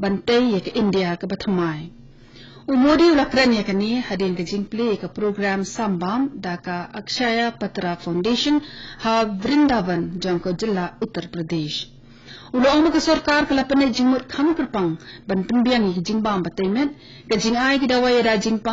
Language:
Khasi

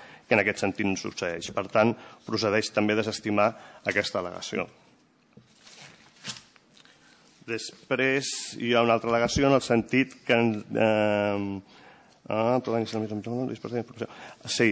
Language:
Catalan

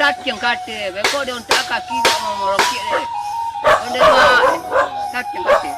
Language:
Minangkabau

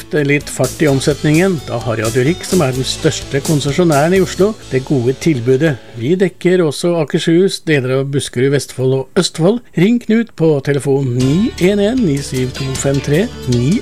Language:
Norwegian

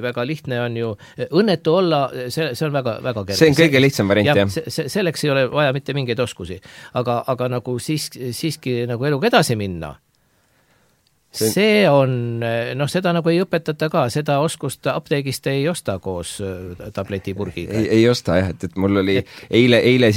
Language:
Estonian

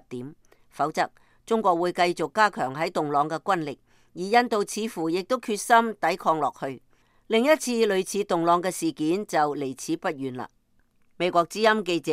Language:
Cantonese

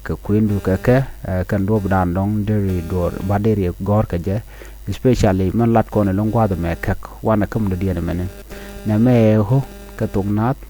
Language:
Nuer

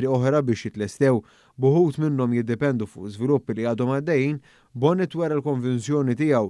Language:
Maltese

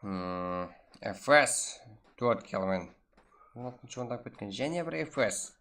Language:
Kara-Kalpak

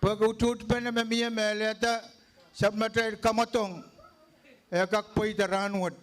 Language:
Pohnpeian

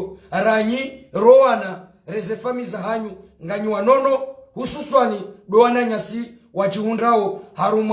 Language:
Ngazidja Comorian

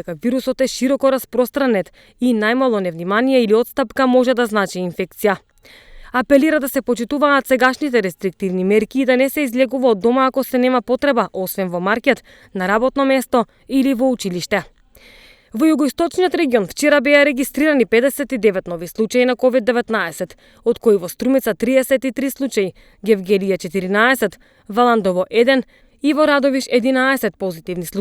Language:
Macedonian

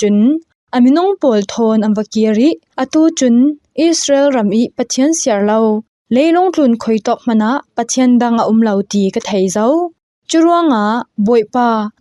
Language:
Falam Chin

